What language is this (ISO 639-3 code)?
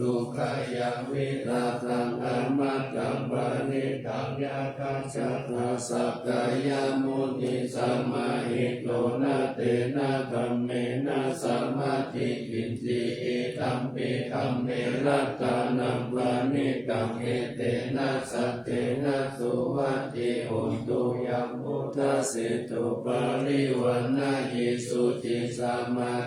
pli